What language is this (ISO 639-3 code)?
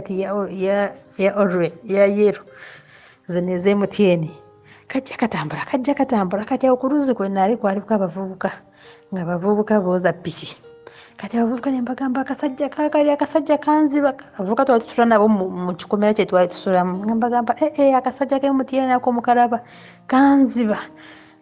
lug